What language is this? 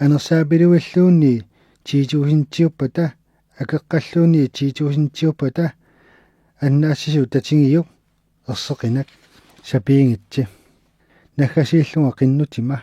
Kalaallisut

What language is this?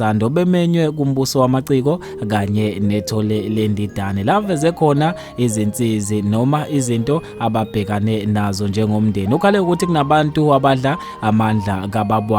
Zulu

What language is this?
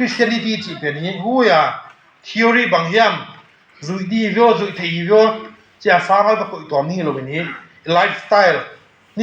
Tedim Chin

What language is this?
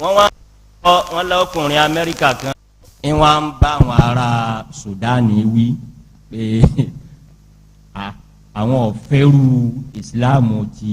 Yoruba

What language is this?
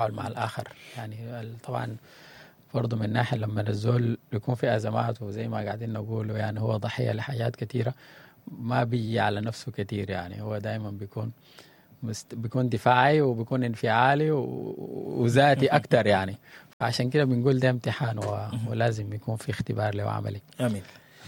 Sudanese Arabic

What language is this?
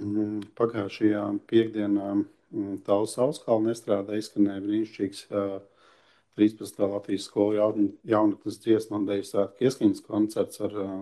Latvian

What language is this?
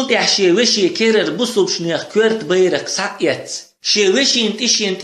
Chechen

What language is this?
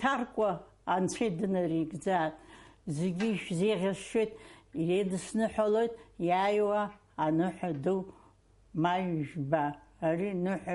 Abkhazian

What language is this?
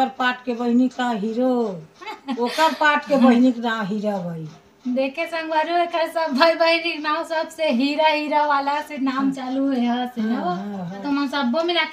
Chhattisgarhi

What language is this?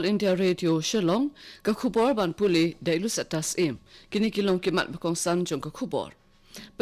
Khasi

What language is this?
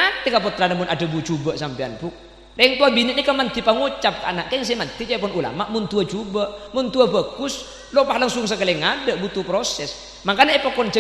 Madurese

